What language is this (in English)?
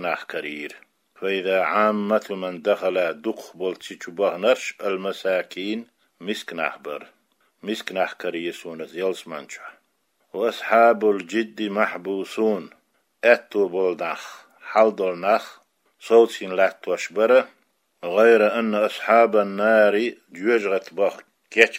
Chechen